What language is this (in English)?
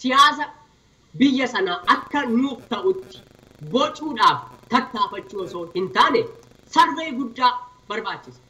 Oromo